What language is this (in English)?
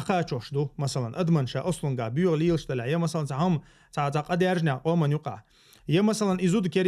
Chechen